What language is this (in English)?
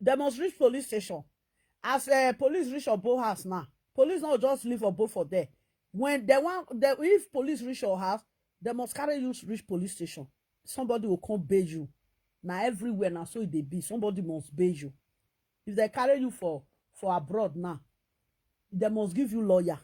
Nigerian Pidgin